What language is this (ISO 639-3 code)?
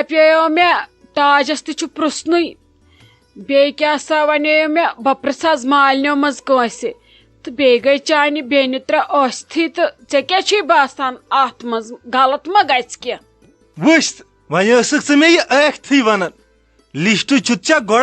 kas